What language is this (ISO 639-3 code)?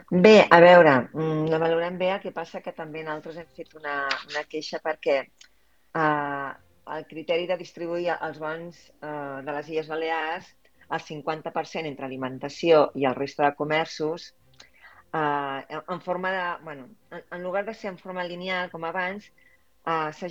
cat